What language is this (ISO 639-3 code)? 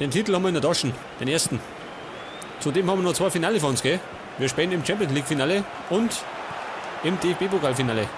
bar